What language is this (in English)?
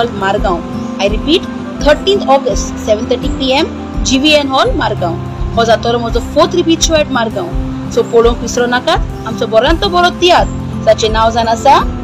Konkani